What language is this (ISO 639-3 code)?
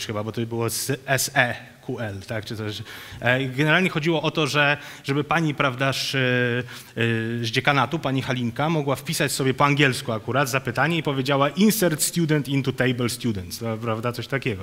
pol